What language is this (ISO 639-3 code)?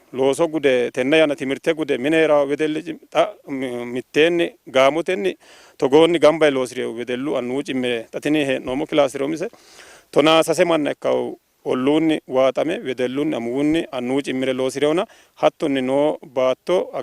sid